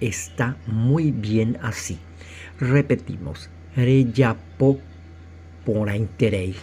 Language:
Guarani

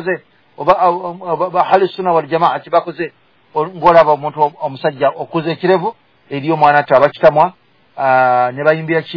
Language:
Ganda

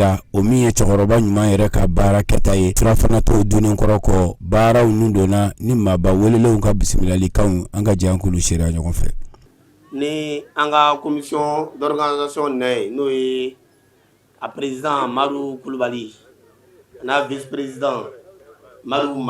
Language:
Bambara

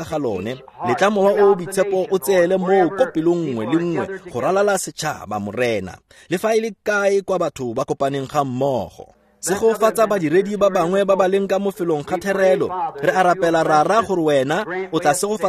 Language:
Tswana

